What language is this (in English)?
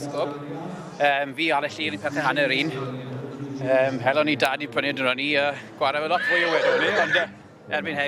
Welsh